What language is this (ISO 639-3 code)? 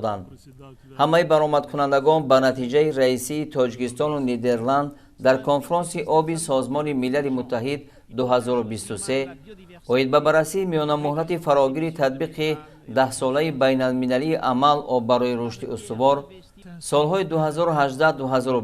tgk